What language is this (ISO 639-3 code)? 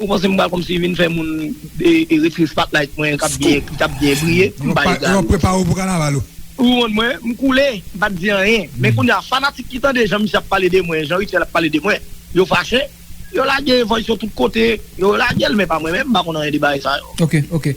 hat